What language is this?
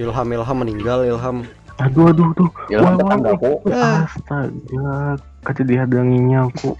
Banjar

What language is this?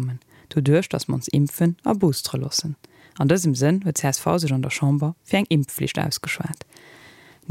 Luxembourgish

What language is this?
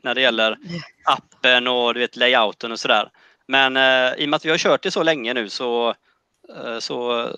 Swedish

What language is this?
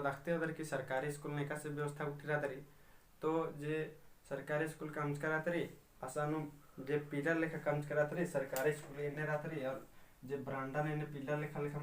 Kurukh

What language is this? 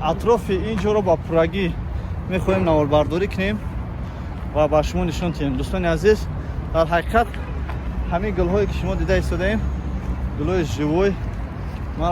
Tajik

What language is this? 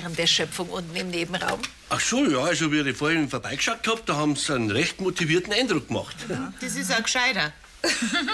Bavarian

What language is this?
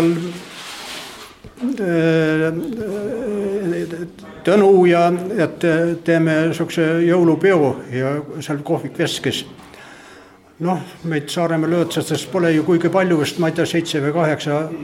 Estonian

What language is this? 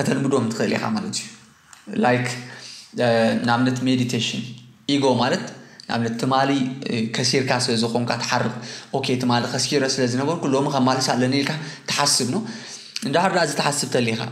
Tigrinya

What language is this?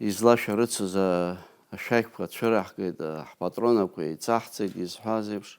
Abkhazian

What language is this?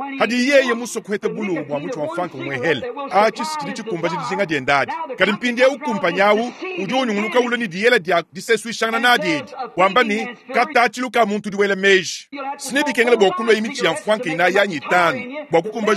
Luba-Lulua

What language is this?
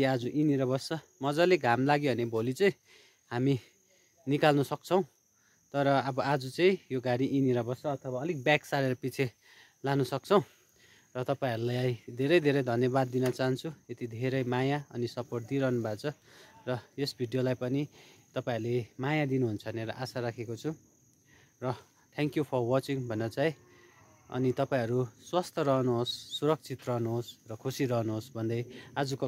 Nepali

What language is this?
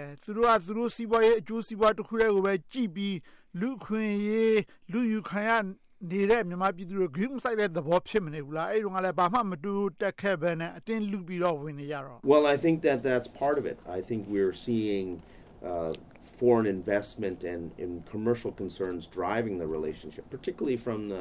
Burmese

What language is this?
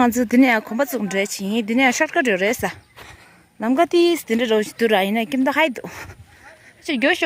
Tibetan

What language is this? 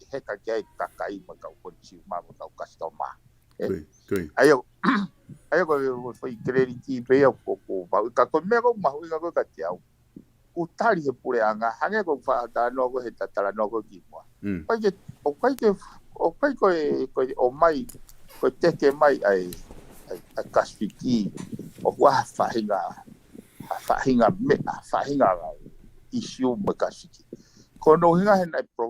Tongan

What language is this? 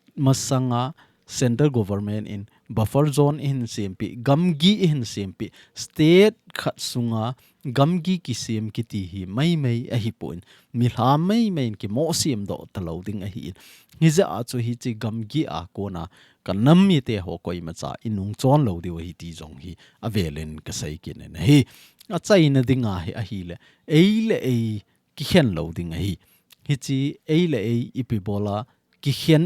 Thado Chin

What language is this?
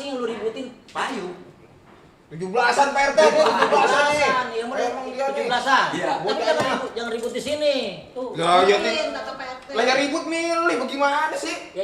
Betawi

